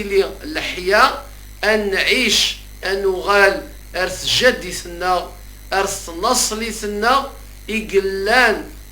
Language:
Kabyle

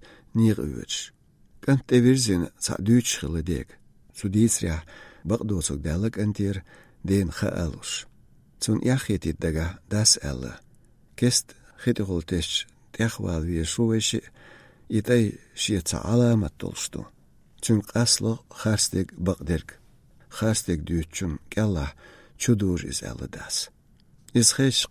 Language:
Chechen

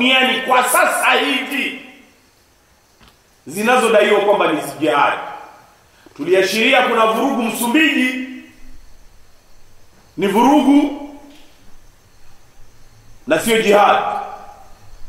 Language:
Swahili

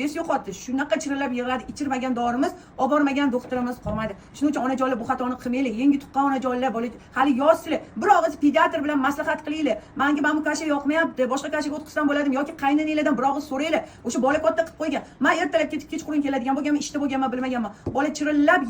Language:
Uzbek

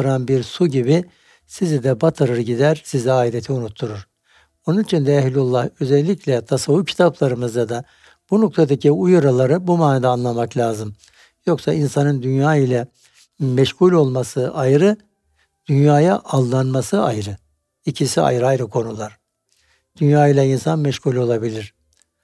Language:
Turkish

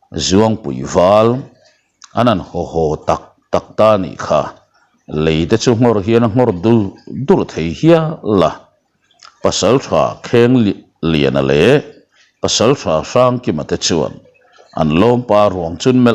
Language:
Mizo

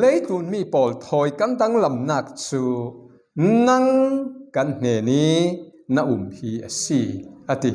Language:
Falam Chin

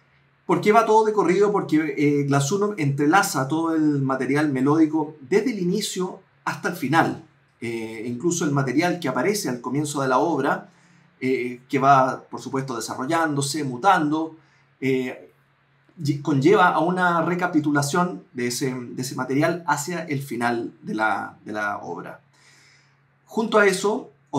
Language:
Spanish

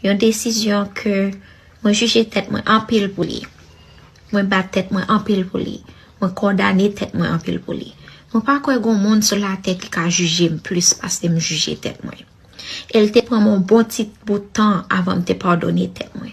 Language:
Haitian Creole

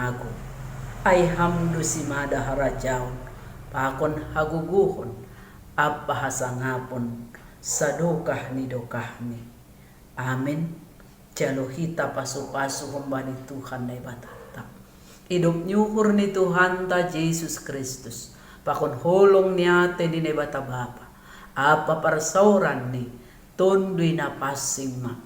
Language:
Batak Simalungun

